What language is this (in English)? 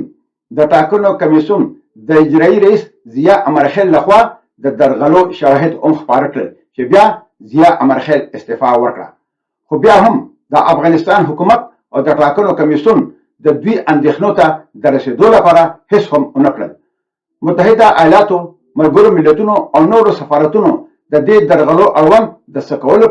Pashto